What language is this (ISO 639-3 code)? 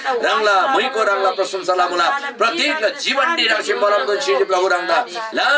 taj